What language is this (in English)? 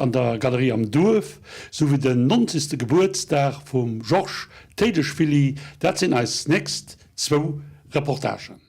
Luxembourgish